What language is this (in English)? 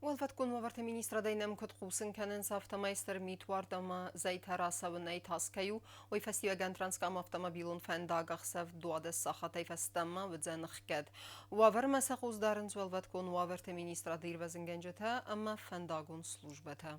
Ossetic